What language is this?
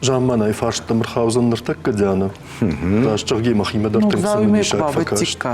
Ossetic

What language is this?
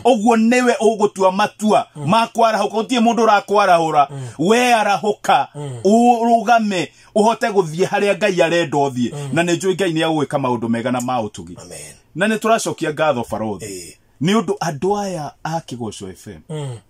Kikuyu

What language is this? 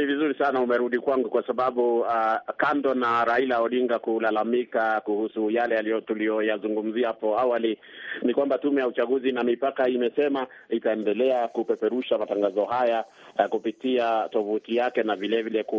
Swahili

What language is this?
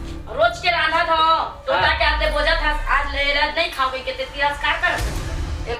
Chhattisgarhi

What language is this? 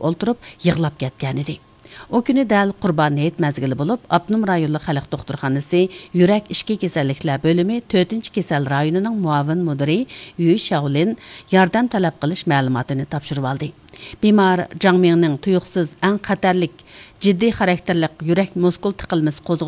Uyghur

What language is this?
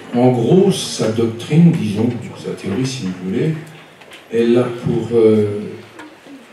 French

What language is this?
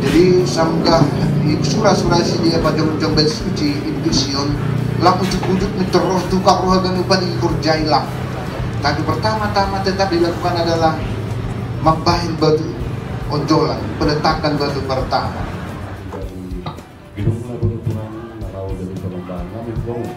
Batak Simalungun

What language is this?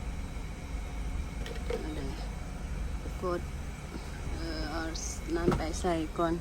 Lao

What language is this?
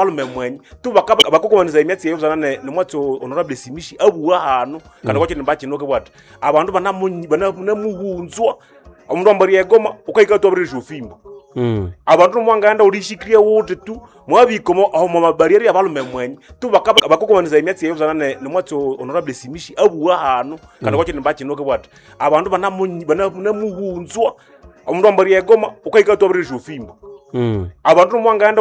Nande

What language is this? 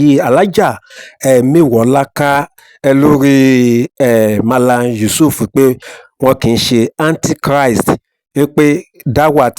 Yoruba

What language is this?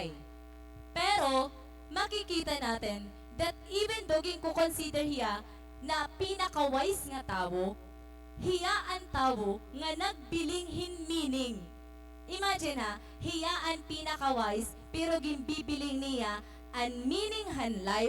Waray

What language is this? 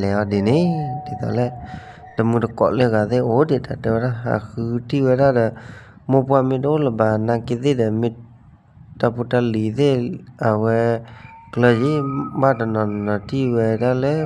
S'gaw Karen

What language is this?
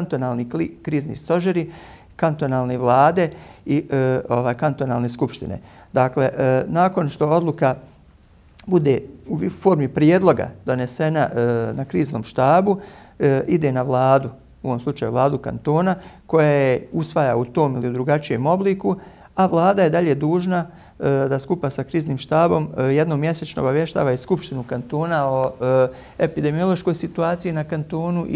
Bosnian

